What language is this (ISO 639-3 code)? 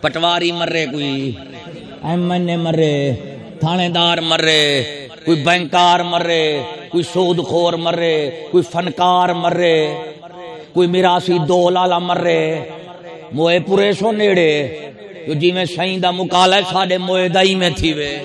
skr